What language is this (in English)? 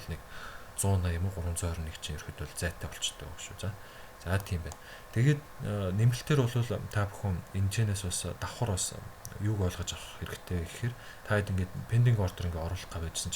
Mongolian